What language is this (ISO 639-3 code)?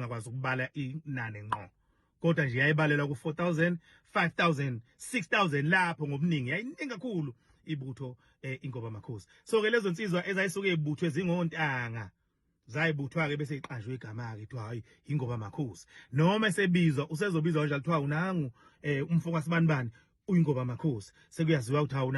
zul